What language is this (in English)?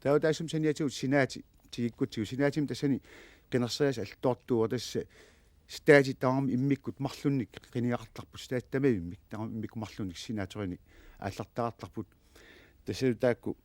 Kalaallisut